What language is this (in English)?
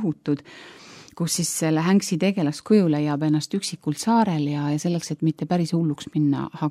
Estonian